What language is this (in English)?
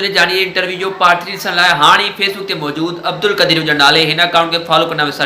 Sindhi